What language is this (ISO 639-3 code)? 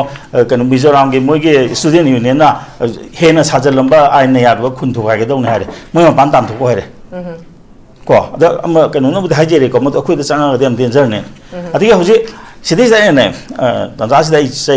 mni